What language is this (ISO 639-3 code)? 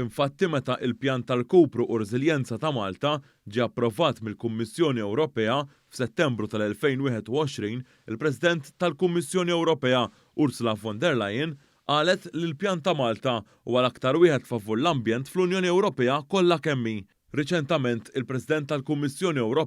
mlt